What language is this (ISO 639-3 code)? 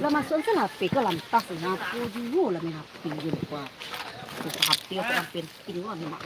min